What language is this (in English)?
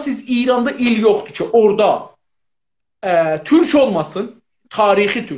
South Azerbaijani